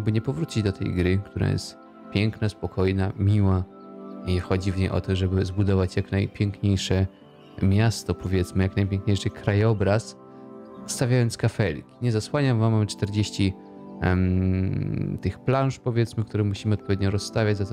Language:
Polish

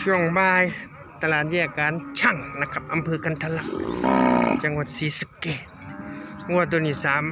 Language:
Northeastern Thai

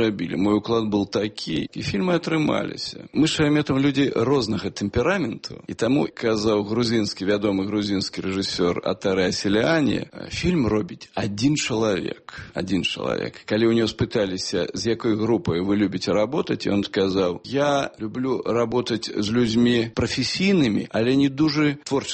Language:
Belarusian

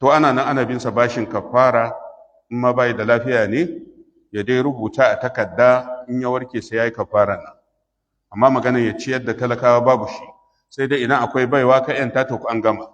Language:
Hausa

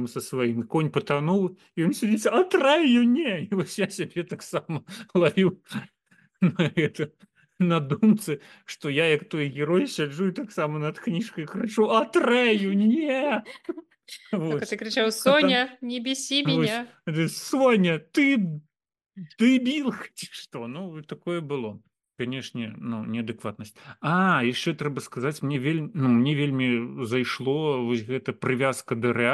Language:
Belarusian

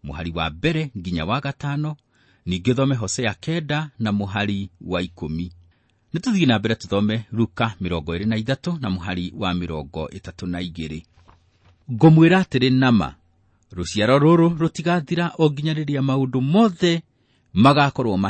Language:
Kikuyu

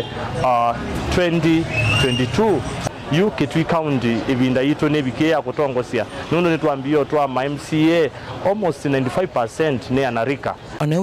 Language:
Kamba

